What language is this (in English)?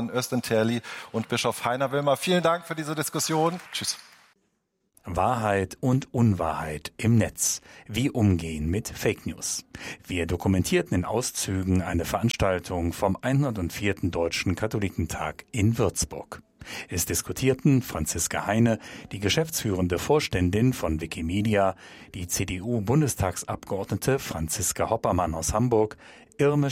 German